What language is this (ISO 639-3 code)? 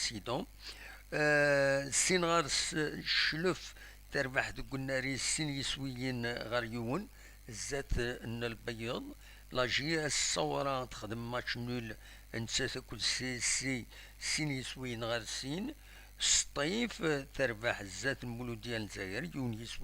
kab